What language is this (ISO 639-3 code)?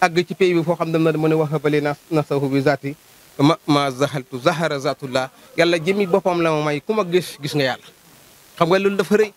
wol